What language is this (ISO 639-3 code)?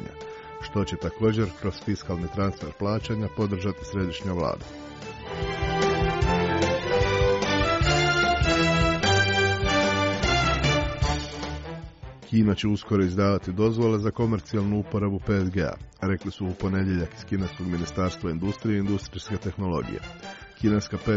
hrv